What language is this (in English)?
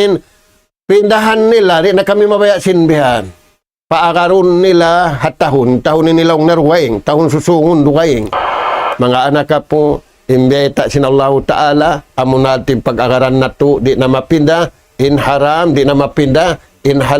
Tausug